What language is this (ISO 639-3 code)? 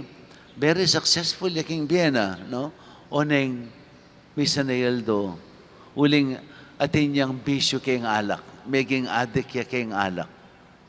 pam